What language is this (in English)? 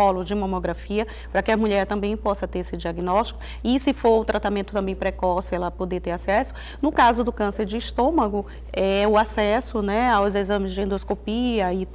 Portuguese